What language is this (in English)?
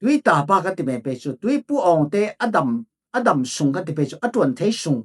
Falam Chin